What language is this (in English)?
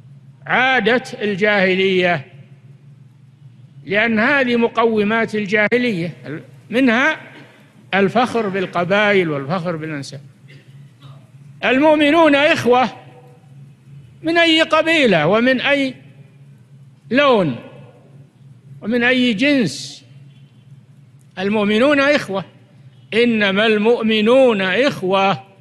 Arabic